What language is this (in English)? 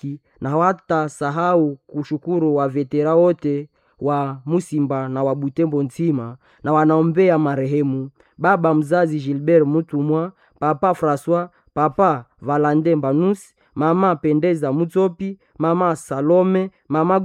Swahili